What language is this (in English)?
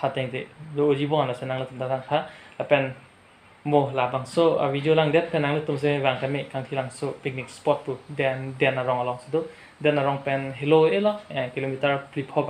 Karbi